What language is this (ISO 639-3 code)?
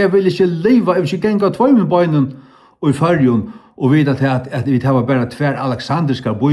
fao